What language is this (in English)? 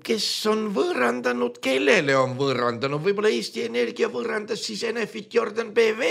Estonian